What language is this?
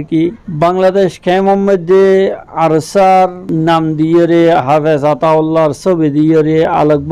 Rohingya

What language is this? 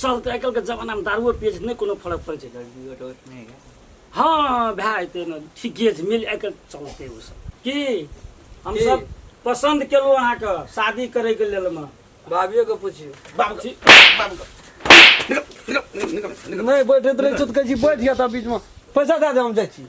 Maithili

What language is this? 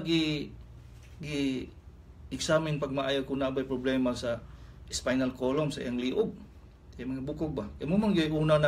Cebuano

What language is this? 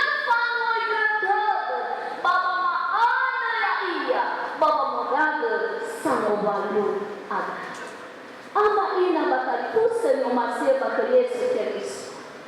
Nias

